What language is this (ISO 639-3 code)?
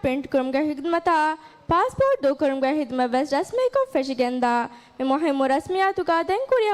div